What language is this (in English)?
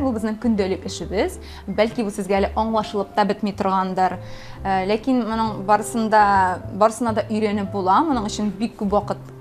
Tatar